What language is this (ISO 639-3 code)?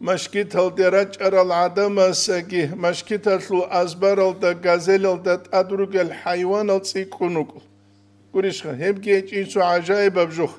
ava